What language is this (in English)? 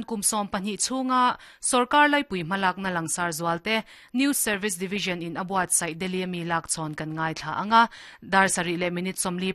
Mizo